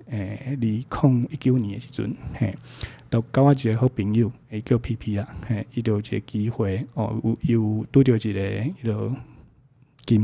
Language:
Min Nan Chinese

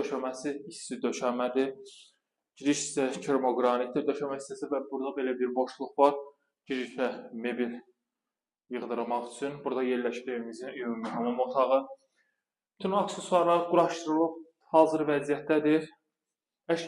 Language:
Azerbaijani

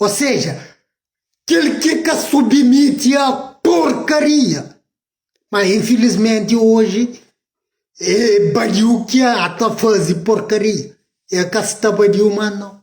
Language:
Kabuverdianu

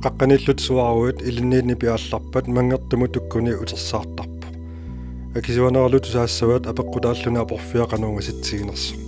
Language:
Kalaallisut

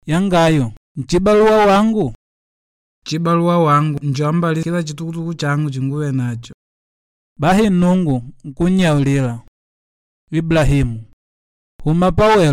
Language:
Makonde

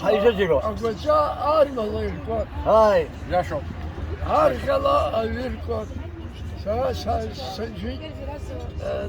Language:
Abkhazian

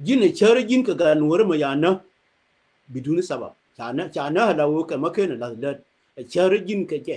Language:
Nuer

